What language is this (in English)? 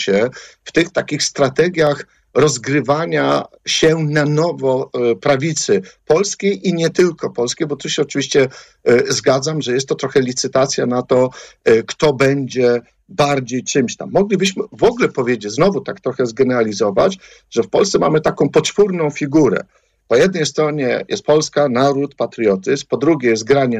Polish